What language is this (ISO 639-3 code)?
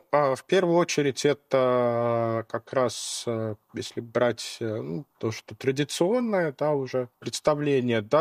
rus